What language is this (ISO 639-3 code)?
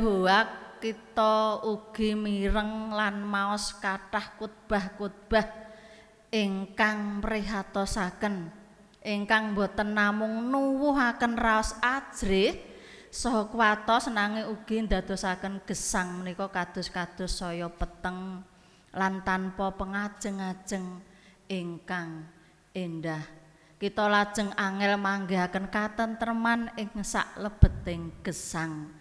jav